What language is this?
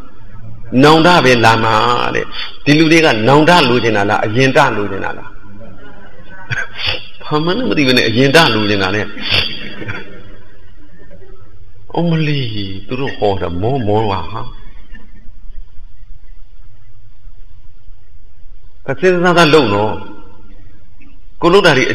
Burmese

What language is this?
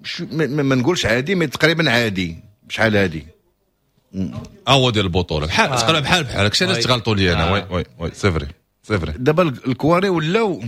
Moroccan Arabic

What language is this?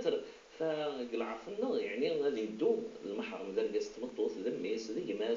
Kabyle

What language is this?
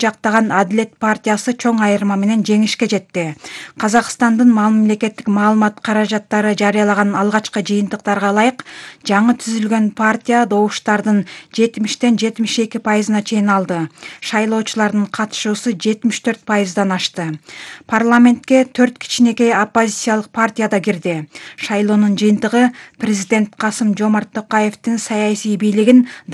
Kyrgyz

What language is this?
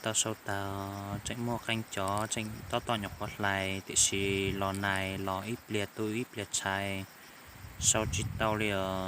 Hmong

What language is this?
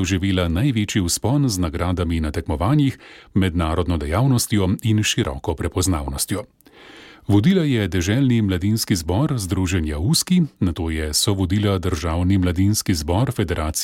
Slovenian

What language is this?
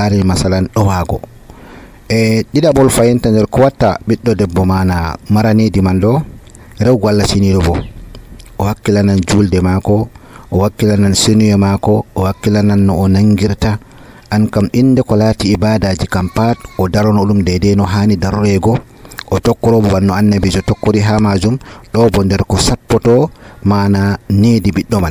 Nigerian Fulfulde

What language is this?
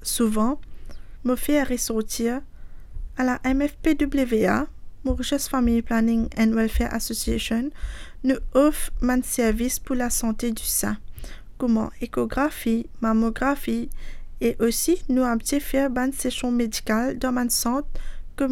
Morisyen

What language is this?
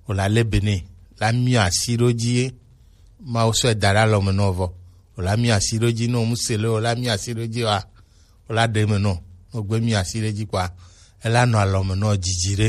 Gen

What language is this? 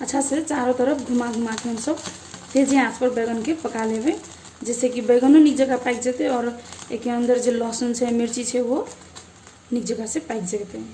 Maithili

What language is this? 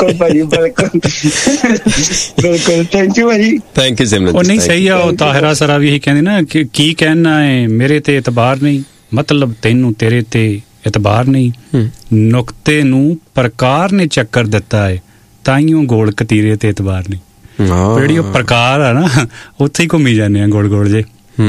Punjabi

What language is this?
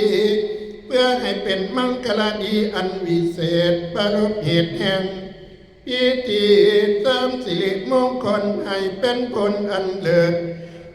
Northeastern Thai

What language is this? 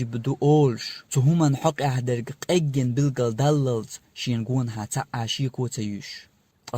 Chechen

